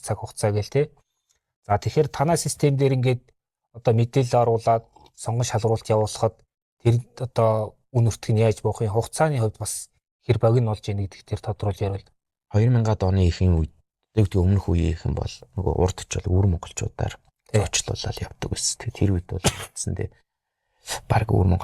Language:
Mongolian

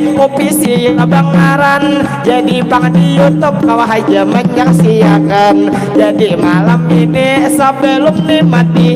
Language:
Banjar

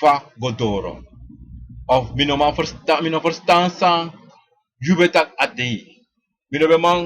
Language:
Sranan Tongo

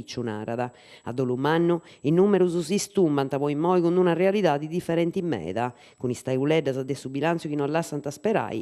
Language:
Sardinian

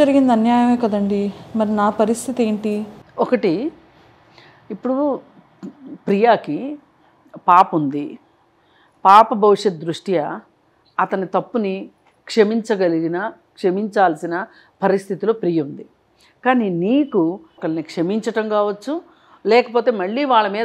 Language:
Telugu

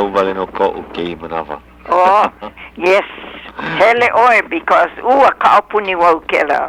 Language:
Hawaiian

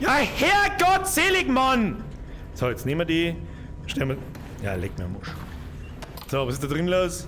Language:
Bavarian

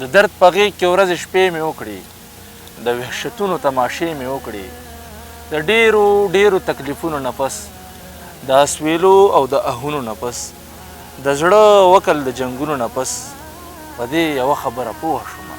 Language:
Pashto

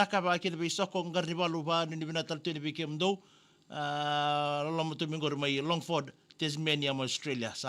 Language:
Fijian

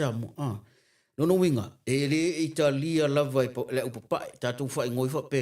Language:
Samoan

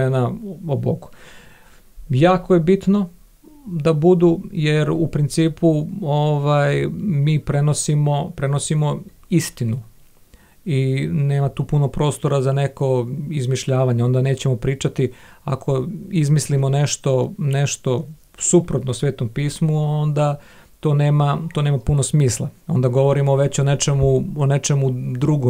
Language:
Serbian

